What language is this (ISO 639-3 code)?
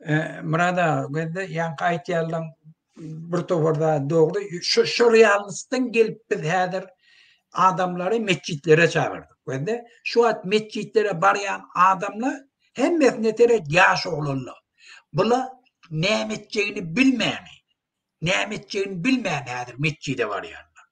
tuk